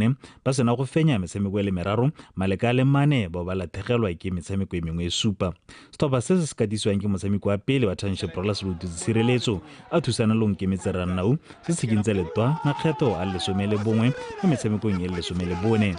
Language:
Tswana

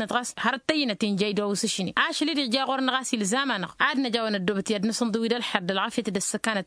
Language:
Tamasheq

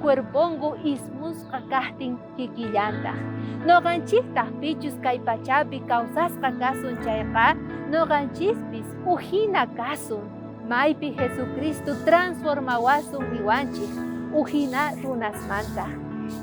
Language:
South Bolivian Quechua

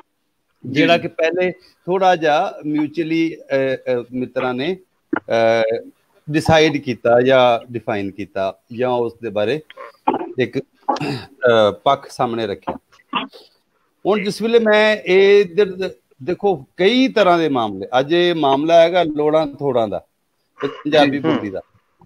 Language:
Punjabi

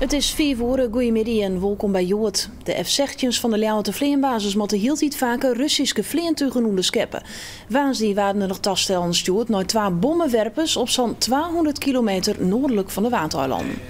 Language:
Western Frisian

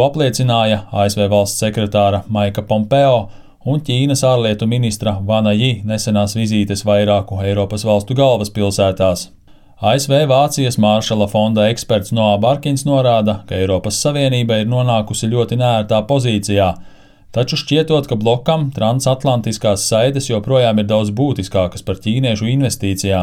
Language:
Latvian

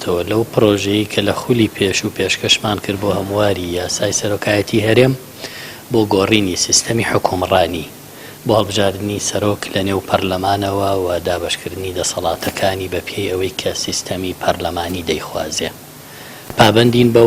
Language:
Central Kurdish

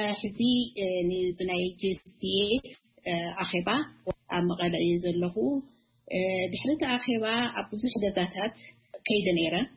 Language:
Tigrinya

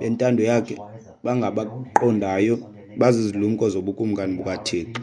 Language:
Xhosa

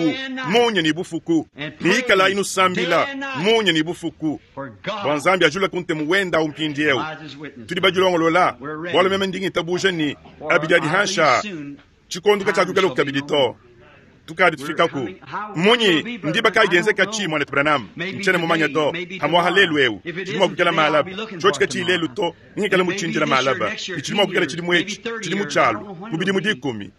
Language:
Luba-Lulua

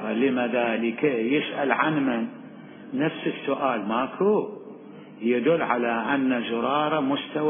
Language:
Mesopotamian Arabic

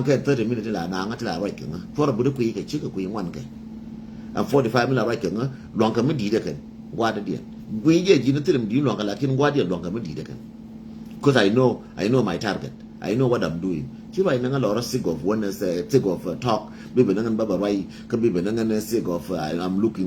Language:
Nuer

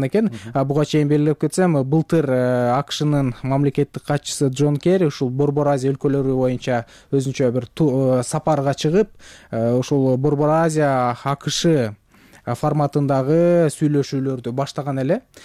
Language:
Kyrgyz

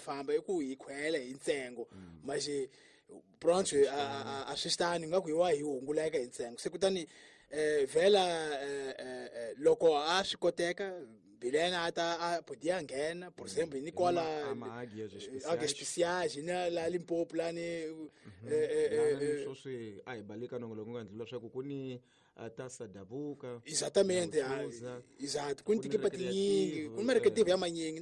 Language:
Tsonga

